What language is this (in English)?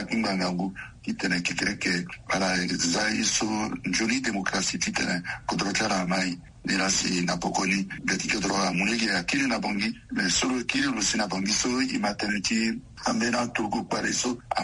Sango